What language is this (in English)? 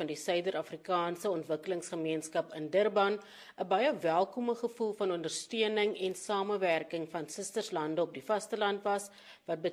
Afrikaans